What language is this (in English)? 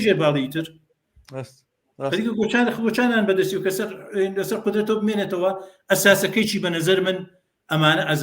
Central Kurdish